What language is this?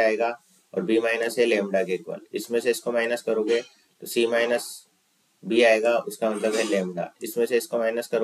Hindi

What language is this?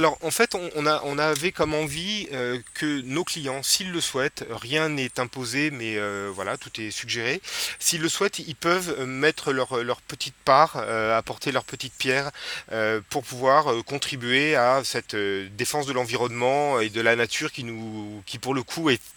French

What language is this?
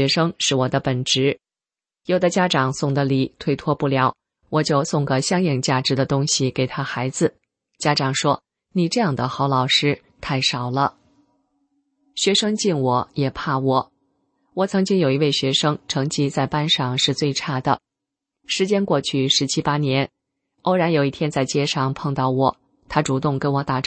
Chinese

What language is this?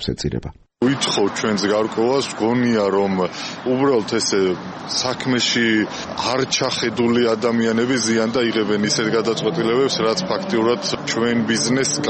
Georgian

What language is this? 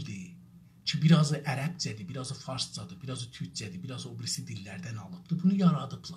South Azerbaijani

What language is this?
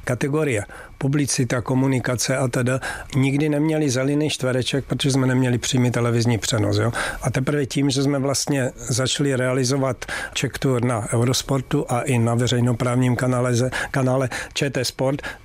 Czech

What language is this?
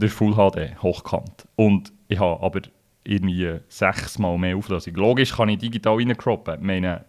Swiss German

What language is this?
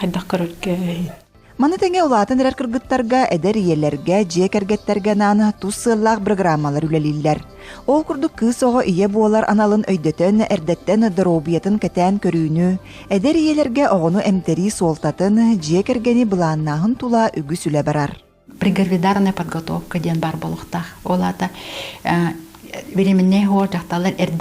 Yakut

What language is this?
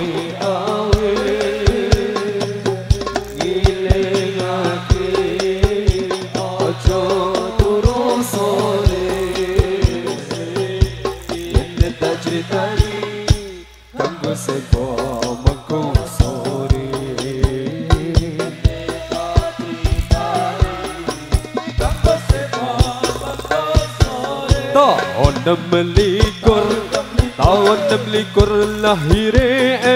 Javanese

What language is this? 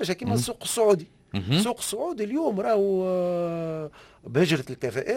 Tunisian Arabic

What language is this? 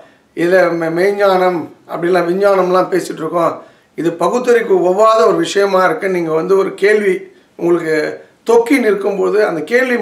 Tamil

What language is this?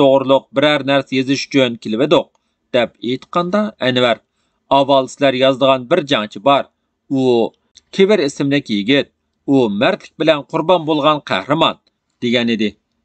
Uyghur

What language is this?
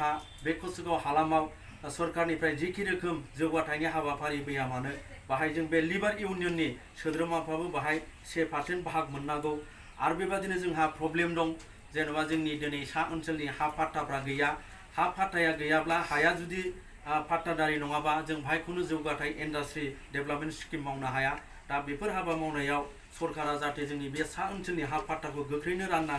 Bodo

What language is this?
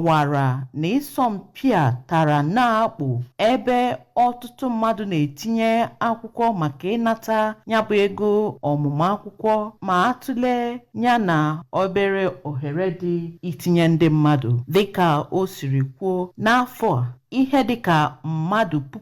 Igbo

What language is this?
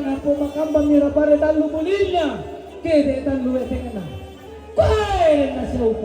Toraja-Sa'dan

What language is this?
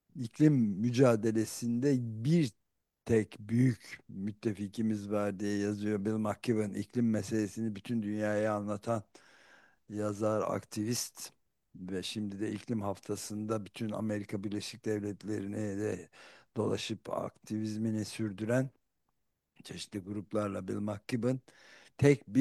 Turkish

